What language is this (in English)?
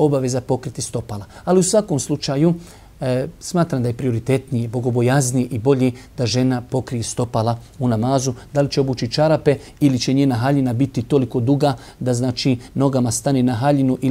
Bosnian